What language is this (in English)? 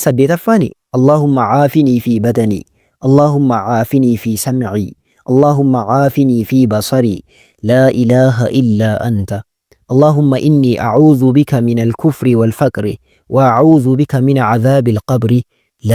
Oromo